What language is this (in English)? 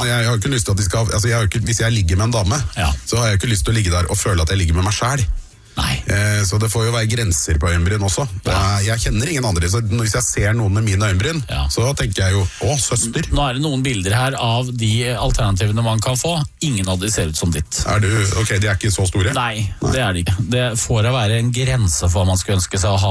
Norwegian